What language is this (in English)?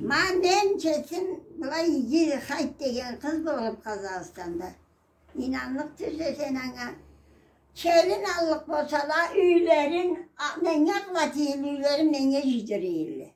Karachay-Balkar